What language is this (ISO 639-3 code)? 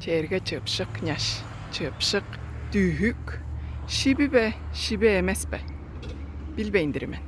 tyv